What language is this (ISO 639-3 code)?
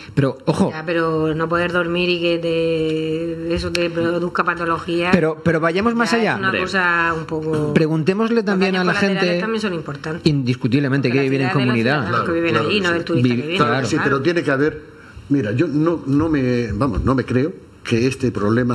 spa